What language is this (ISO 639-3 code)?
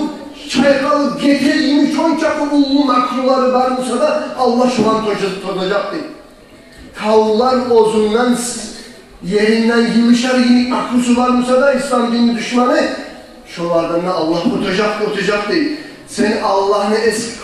kum